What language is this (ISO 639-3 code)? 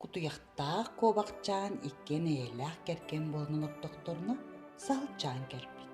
sah